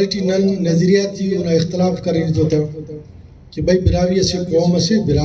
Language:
Brahui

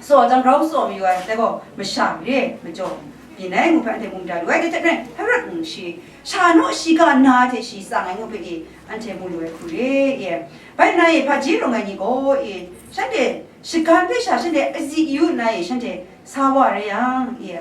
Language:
Kachin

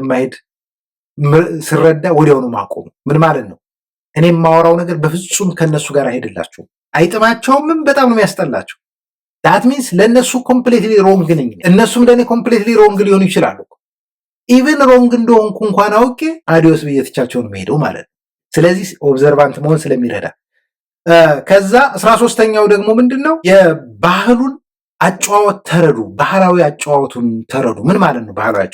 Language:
Amharic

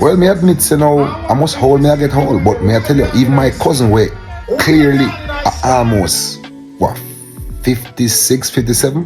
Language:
Jamaican Creole English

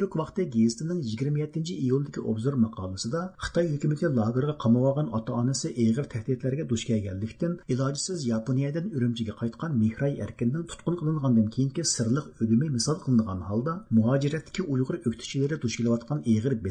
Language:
Uyghur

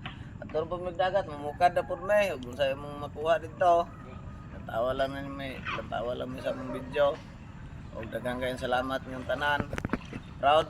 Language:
Cebuano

